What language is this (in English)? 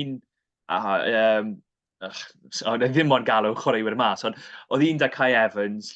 Welsh